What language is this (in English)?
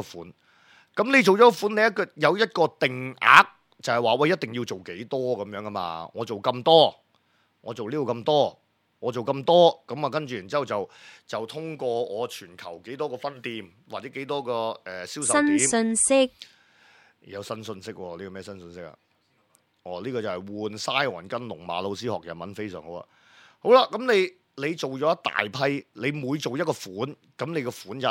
Cantonese